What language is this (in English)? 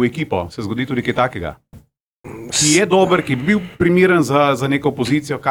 Slovenian